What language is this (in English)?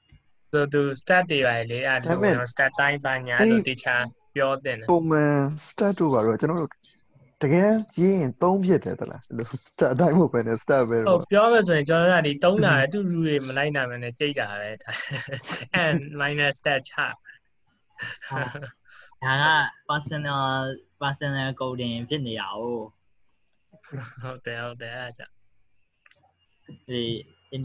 Burmese